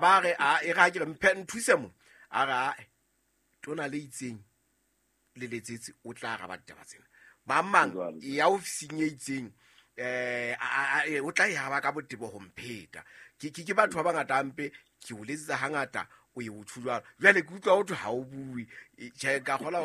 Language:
Southern Sotho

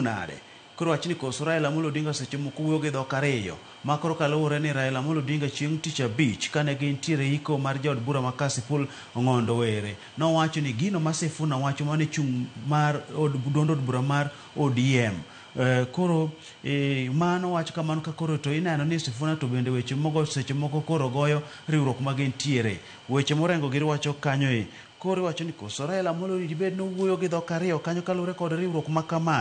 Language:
Luo (Kenya and Tanzania)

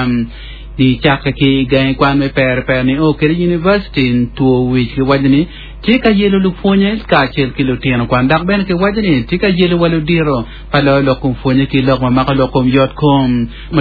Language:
Acoli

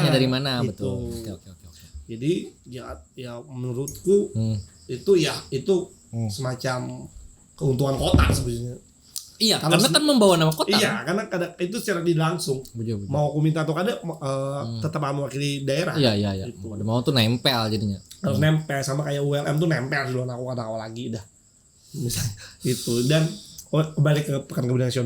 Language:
Banjar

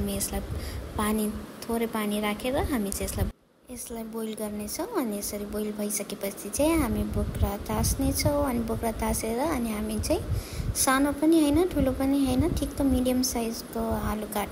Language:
Nepali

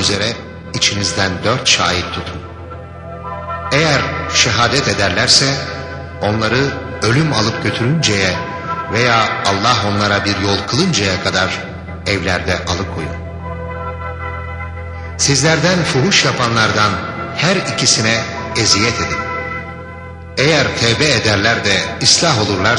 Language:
Turkish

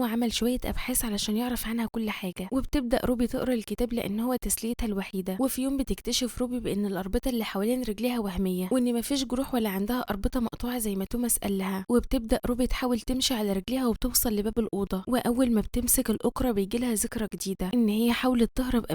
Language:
Egyptian Arabic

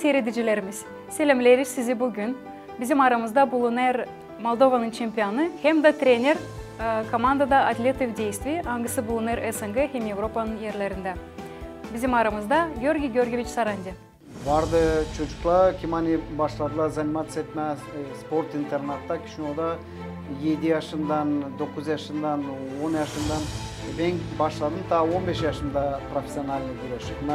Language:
Gagauz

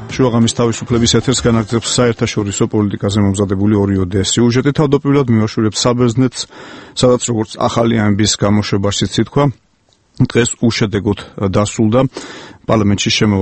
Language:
Georgian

